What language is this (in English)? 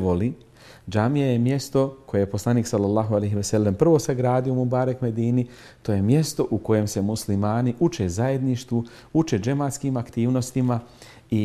Bosnian